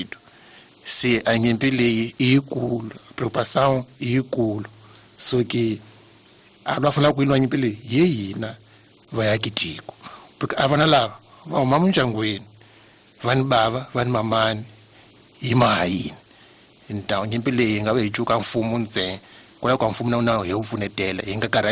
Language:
Tsonga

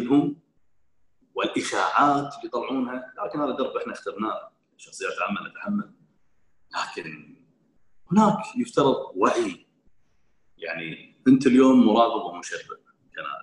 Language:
Gulf Arabic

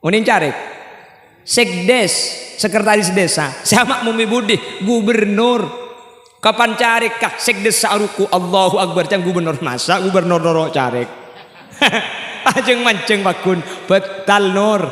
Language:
Madurese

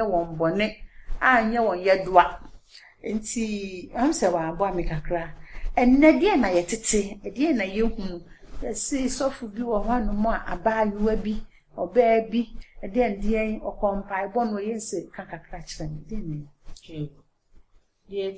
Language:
Akan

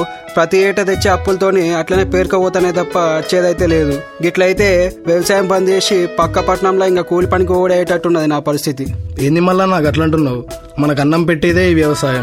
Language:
Telugu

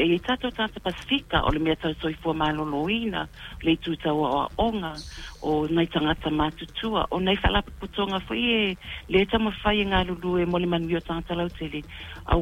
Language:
Samoan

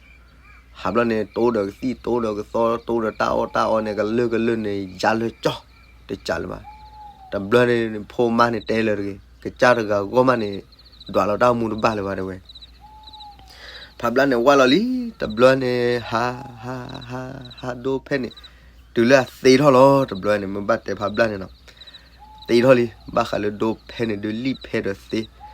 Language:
S'gaw Karen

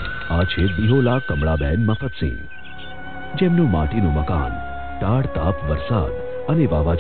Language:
Gujarati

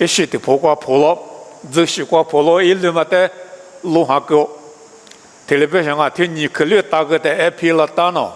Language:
Lisu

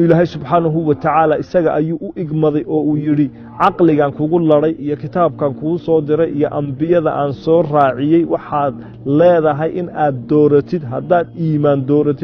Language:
Somali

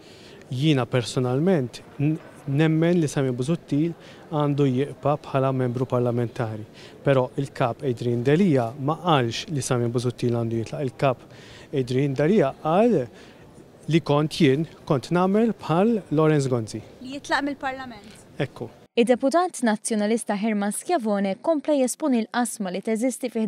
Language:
Maltese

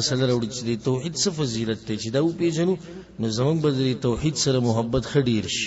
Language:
Pashto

